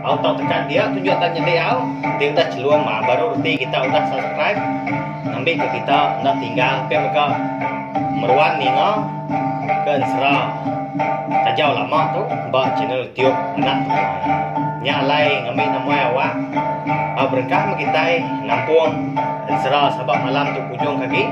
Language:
Iban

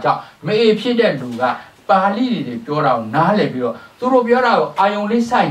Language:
Burmese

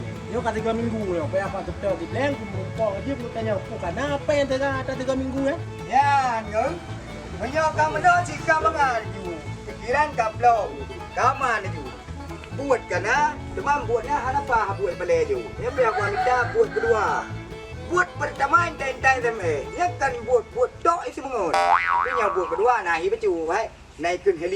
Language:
Achinese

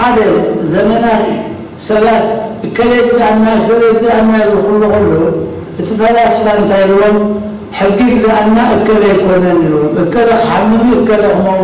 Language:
Tigrinya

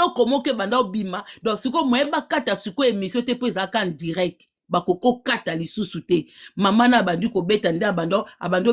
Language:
Lingala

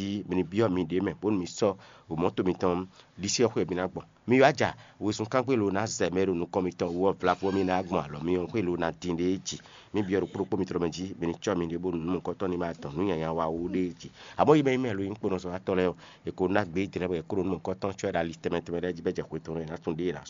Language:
Fon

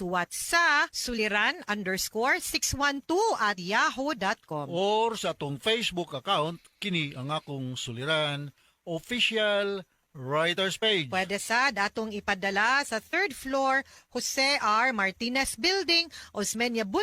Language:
Cebuano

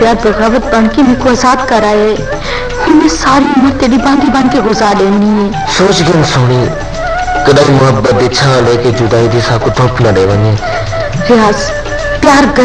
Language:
Saraiki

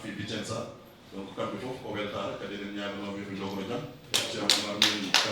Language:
Fula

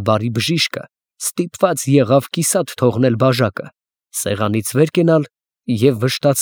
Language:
Armenian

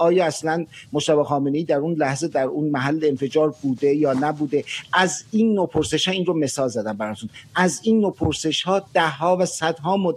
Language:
Persian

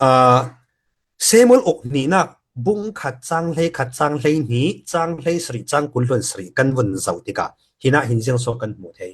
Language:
Falam Chin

